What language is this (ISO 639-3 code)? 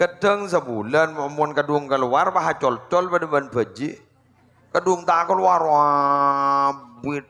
mad